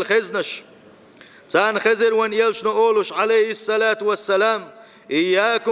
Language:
Chechen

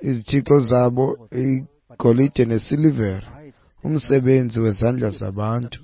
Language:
Xhosa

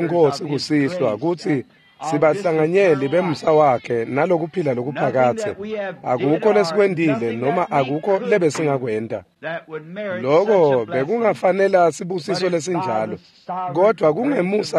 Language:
Swati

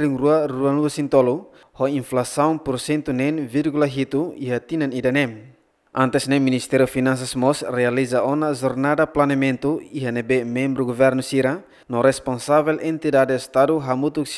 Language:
Tetum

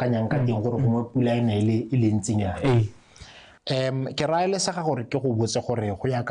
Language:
Tswana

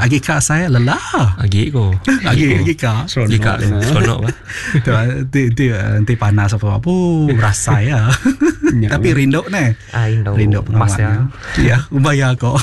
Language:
Iban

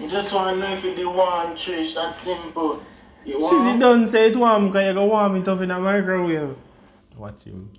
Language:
Jamaican Creole English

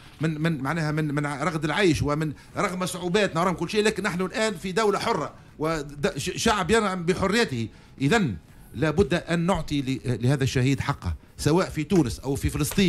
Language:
Tunisian Arabic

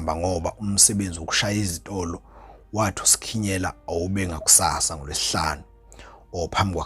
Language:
Zulu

